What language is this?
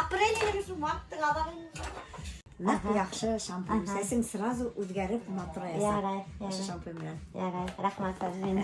Bashkir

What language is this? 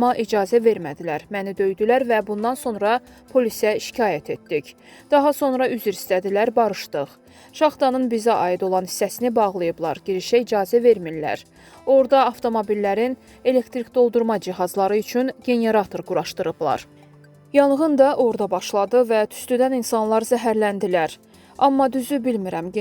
Azerbaijani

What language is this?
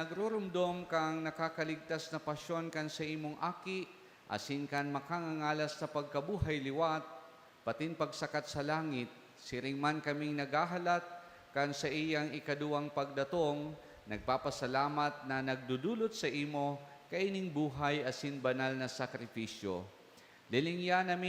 Bikol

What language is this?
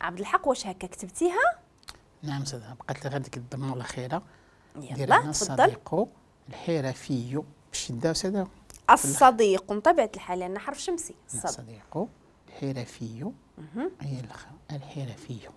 Moroccan Arabic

